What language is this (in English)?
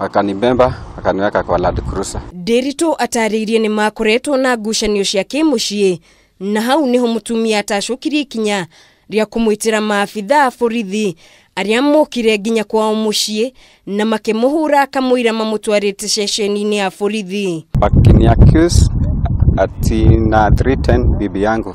Kikuyu